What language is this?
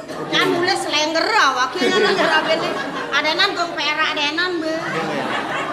Balinese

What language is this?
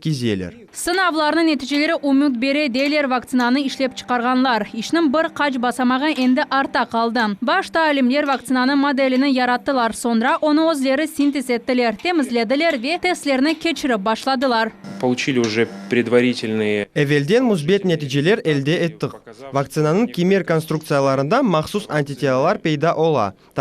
Crimean Tatar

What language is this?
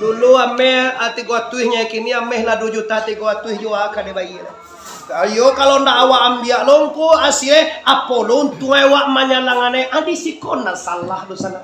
Minangkabau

